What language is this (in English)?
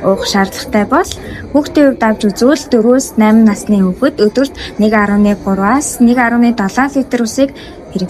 Mongolian